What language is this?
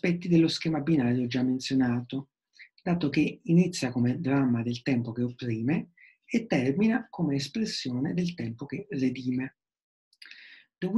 Italian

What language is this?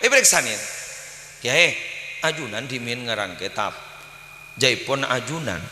Madurese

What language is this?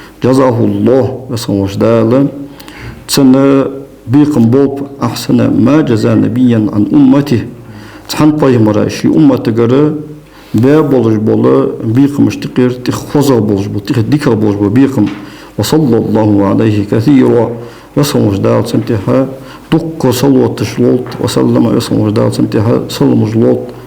Ingush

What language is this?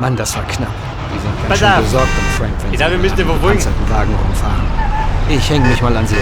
Bavarian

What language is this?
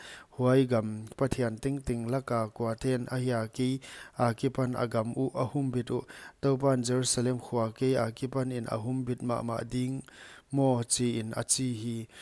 Paite Chin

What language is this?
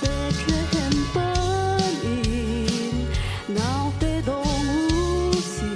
Hakha Chin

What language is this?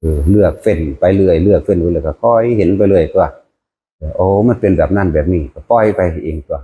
Northeastern Thai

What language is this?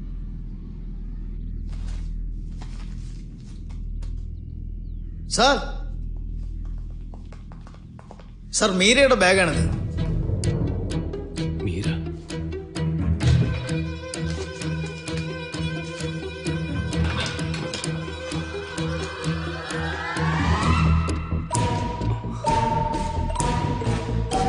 Malayalam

